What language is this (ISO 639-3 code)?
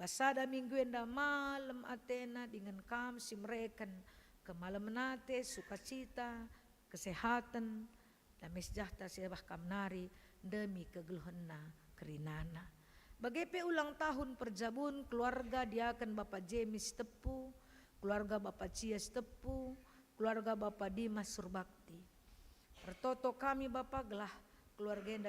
btx